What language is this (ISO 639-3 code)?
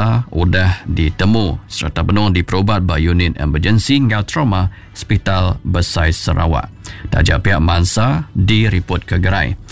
iba